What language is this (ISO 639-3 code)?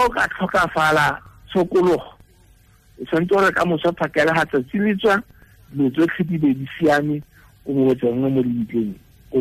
tsn